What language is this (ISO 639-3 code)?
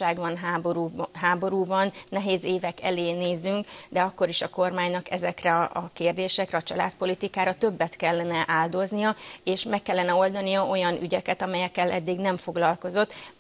hun